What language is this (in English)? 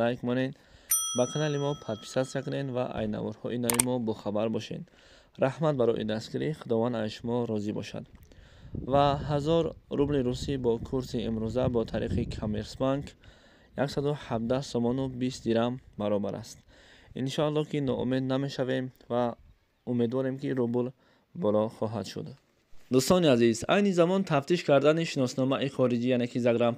Tajik